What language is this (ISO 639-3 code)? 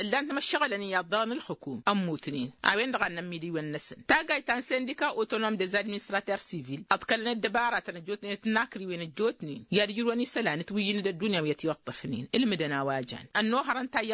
taq